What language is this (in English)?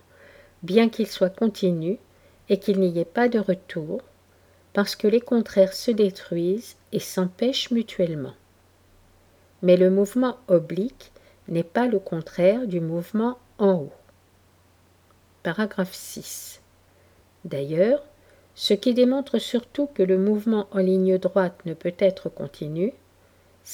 French